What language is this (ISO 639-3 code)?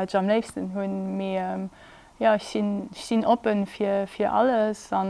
ltz